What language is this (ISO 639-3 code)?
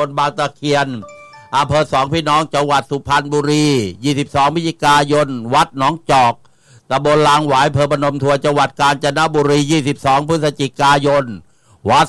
tha